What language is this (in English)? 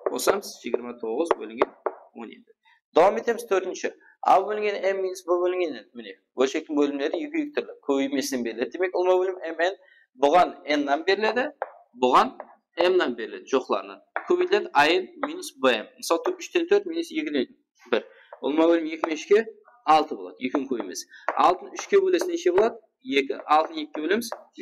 Kara-Kalpak